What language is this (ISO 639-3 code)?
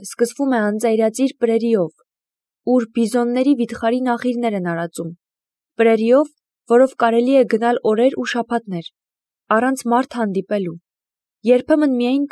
hye